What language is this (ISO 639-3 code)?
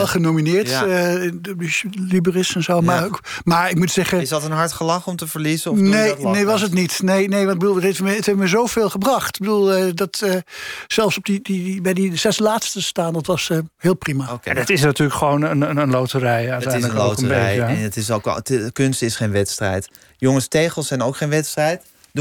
nld